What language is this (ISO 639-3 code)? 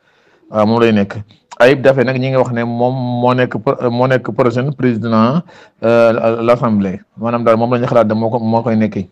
wol